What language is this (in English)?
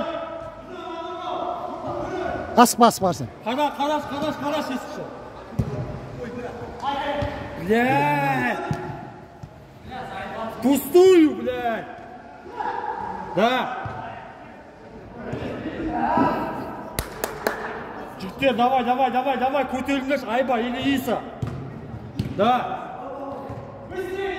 Kazakh